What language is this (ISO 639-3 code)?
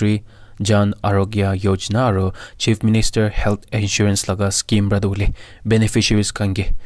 nag